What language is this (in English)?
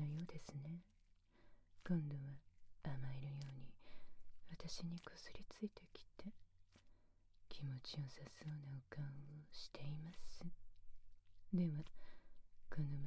Japanese